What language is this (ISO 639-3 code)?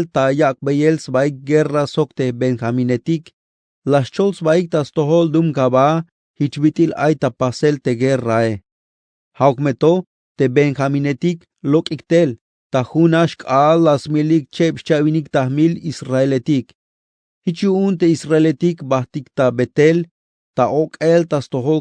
tzh